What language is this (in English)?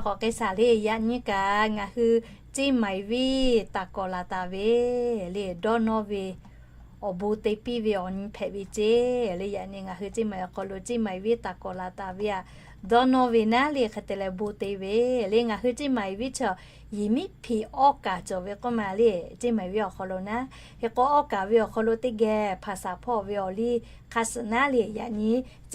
Lahu